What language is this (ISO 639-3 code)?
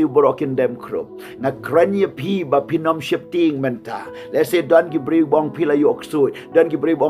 kha